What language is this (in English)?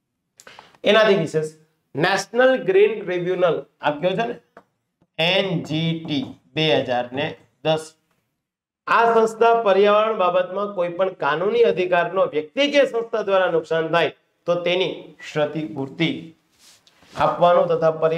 Gujarati